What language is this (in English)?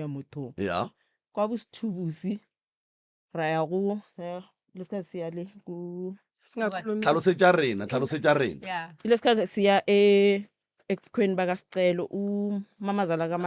Northern Sotho